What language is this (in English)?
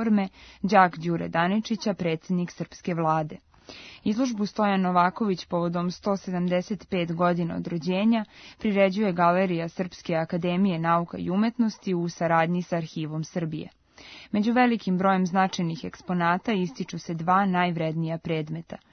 Serbian